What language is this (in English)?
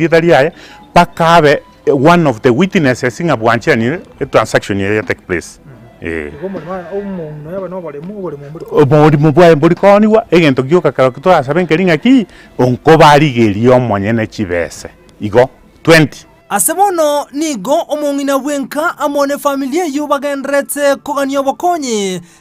Gusii